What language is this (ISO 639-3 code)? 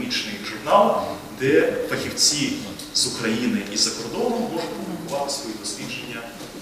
ukr